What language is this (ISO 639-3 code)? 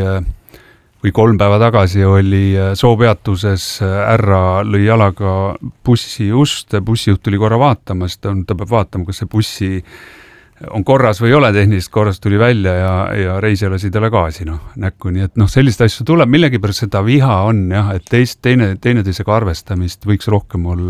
est